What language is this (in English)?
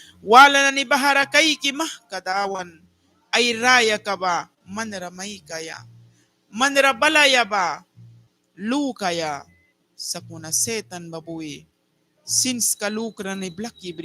Mískito